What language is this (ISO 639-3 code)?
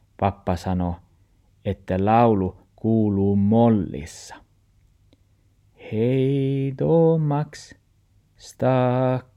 fin